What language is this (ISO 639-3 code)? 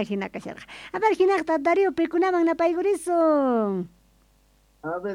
quh